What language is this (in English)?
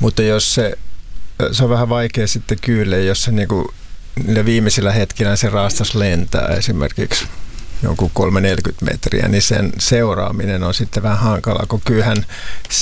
Finnish